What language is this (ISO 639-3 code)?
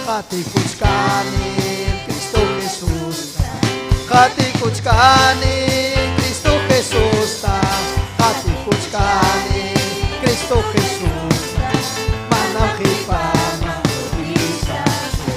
quy